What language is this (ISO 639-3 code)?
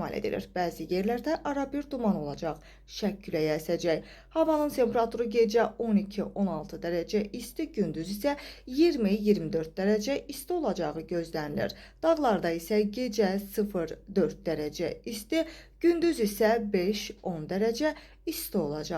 aze